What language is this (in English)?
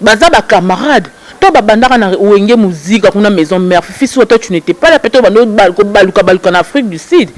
Lingala